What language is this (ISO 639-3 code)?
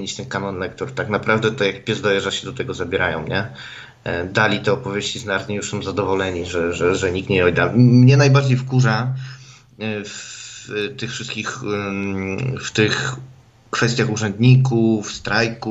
pol